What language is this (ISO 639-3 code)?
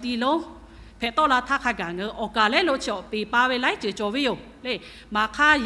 lhu